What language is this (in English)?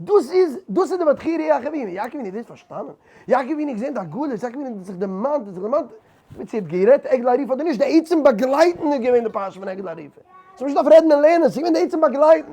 Yiddish